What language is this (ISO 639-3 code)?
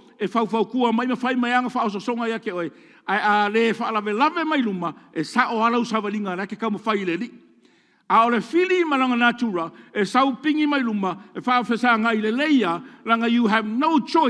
smo